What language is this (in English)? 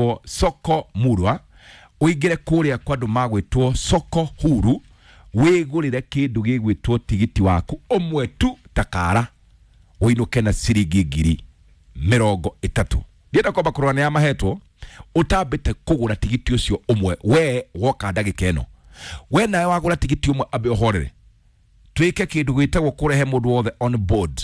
Kikuyu